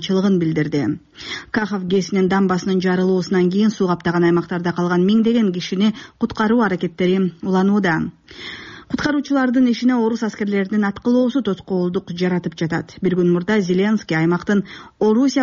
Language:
Kyrgyz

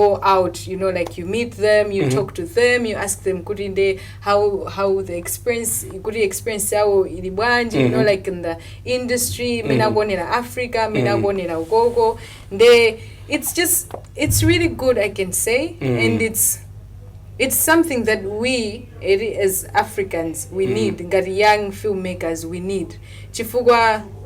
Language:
Nyanja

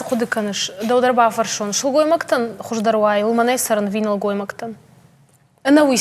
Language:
Ossetic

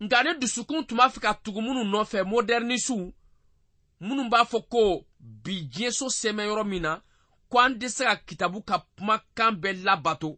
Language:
Bambara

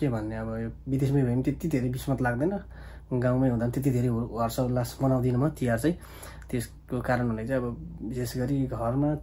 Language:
Nepali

